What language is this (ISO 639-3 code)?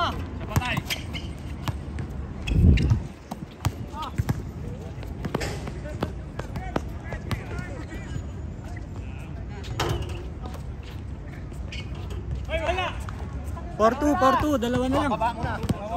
fil